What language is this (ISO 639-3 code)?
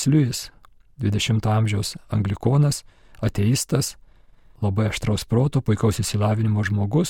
lit